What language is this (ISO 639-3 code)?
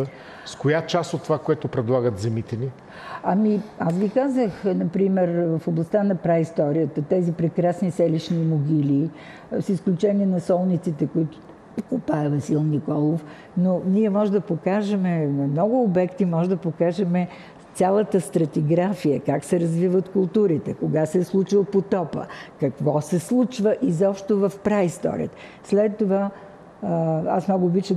bul